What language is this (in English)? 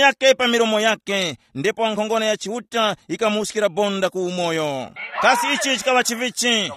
Tumbuka